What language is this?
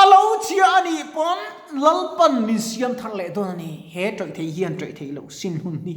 Mizo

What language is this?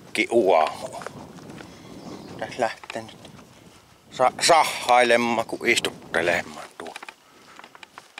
Finnish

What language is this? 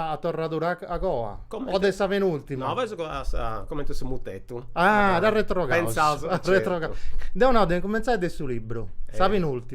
Sardinian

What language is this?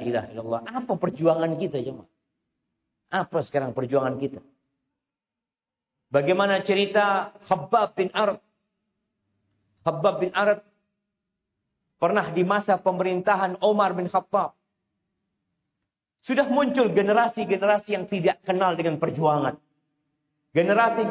Indonesian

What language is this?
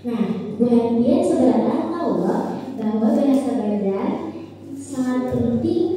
Banjar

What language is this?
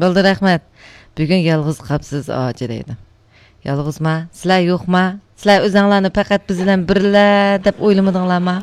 Uyghur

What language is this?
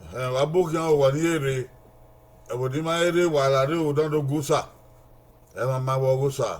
Bini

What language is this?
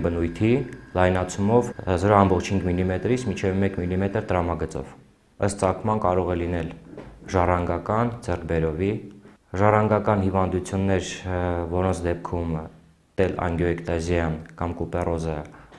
Armenian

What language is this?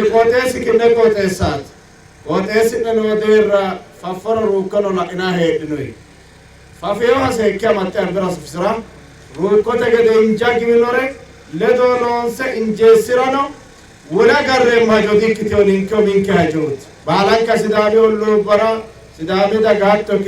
Sidamo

